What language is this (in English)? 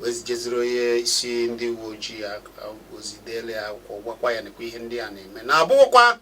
Igbo